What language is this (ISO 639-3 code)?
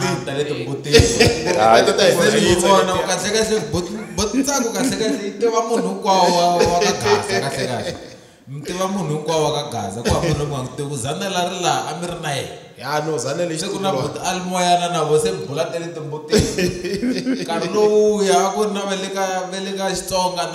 tso